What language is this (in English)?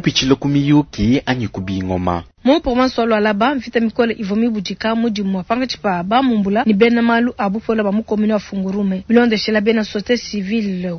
Luba-Lulua